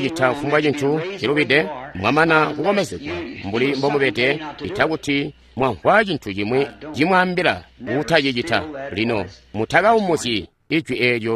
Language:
Tonga (Zambia)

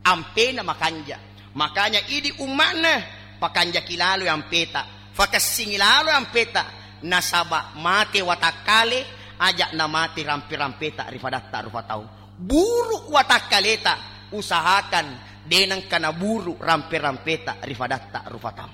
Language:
Buginese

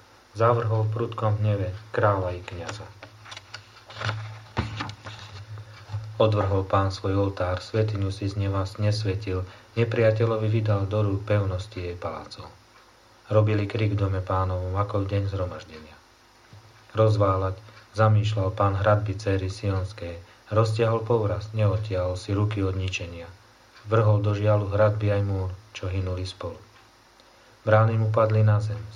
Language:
Slovak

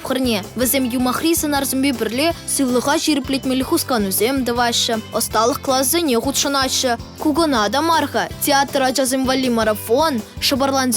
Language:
Chuvash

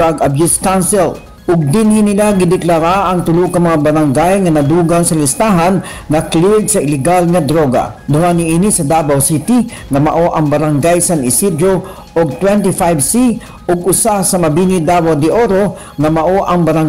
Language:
Cebuano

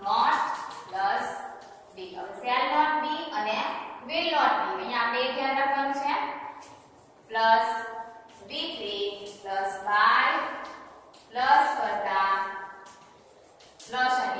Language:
Gujarati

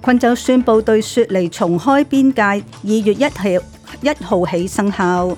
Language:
Cantonese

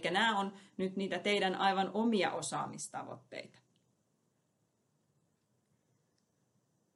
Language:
Finnish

